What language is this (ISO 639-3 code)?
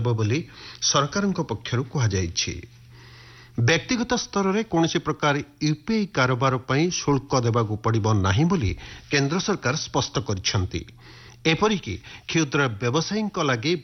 ori